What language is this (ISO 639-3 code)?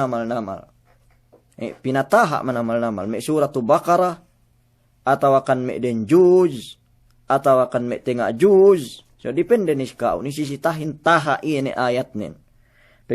yka